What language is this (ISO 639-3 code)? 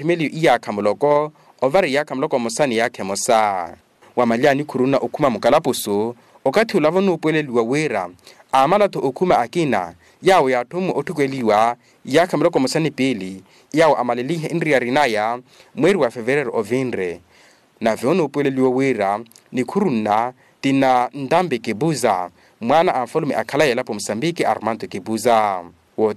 vmw